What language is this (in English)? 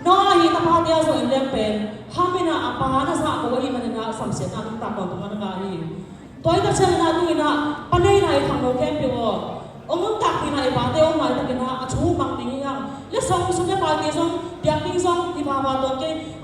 Tedim Chin